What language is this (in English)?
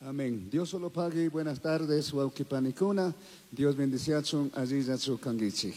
Chimborazo Highland Quichua